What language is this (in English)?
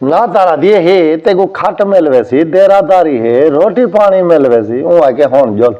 Saraiki